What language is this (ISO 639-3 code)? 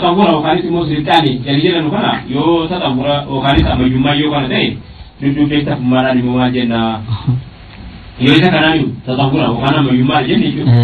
orm